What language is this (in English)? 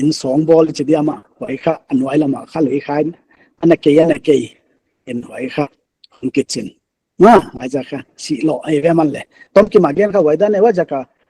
Paite Chin